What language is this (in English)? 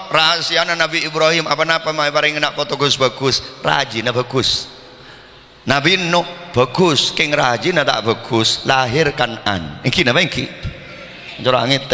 Madurese